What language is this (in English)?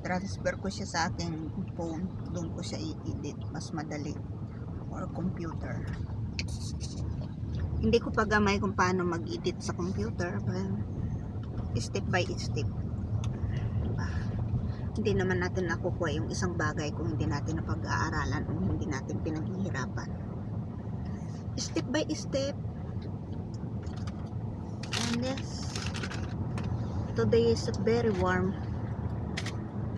Filipino